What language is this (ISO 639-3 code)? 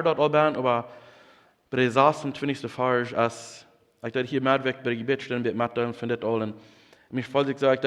pdt